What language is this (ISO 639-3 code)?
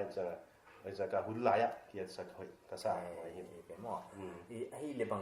pck